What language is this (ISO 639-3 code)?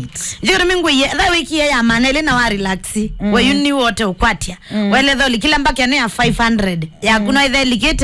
kam